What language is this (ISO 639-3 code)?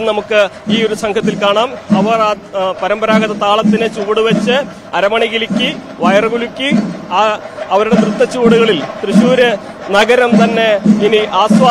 mal